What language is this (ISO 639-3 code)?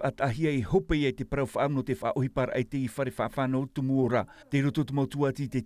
tah